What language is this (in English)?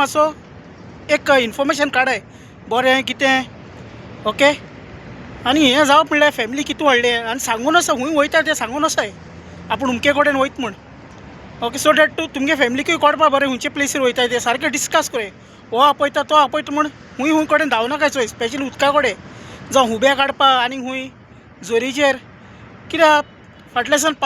Konkani